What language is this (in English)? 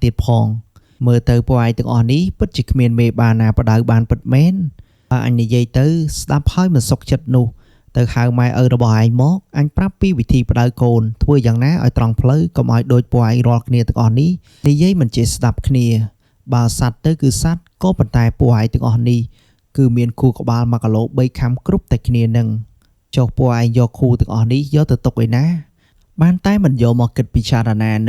Khmer